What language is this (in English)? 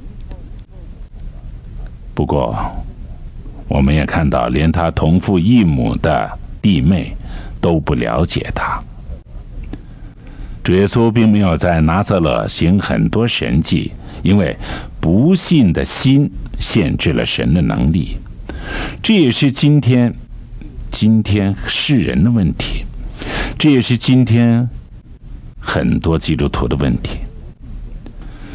Chinese